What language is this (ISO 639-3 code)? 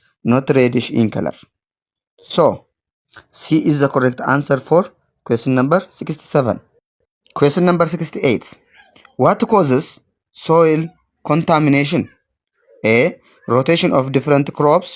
eng